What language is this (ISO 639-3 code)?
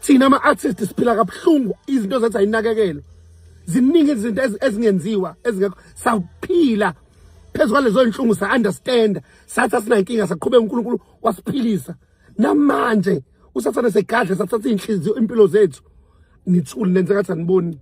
zul